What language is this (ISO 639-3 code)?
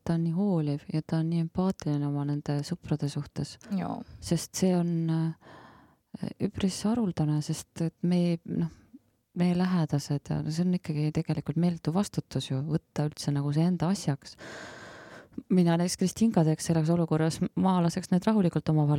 est